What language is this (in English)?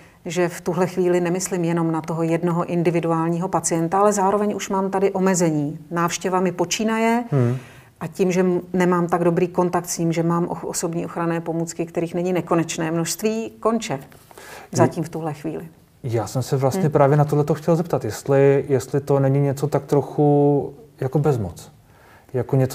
Czech